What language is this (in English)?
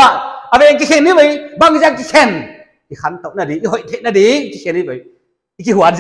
Paite Chin